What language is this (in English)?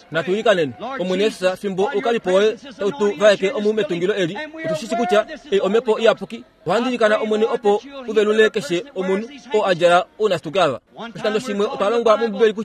Kuanyama